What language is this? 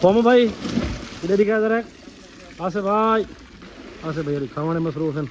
Saraiki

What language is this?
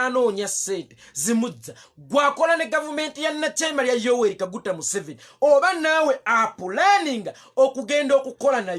Ganda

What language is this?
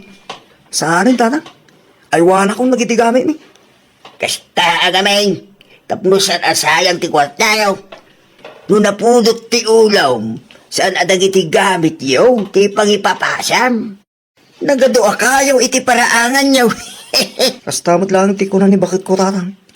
Iloko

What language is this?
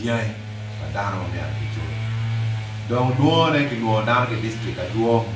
Acoli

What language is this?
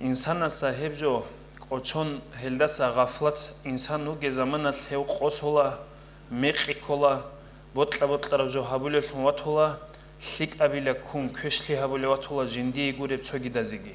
Avaric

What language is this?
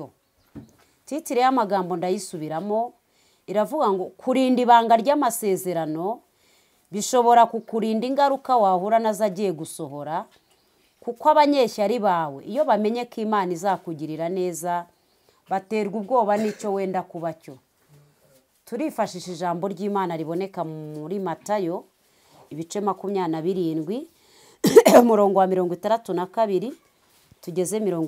Kinyarwanda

